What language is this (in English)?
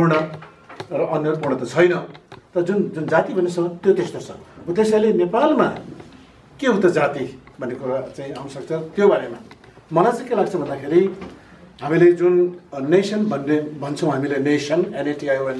Nepali